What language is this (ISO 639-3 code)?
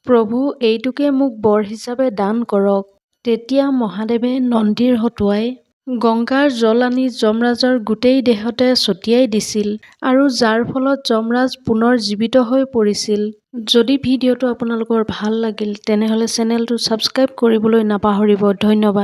asm